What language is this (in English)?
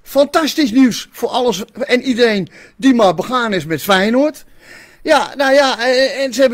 Dutch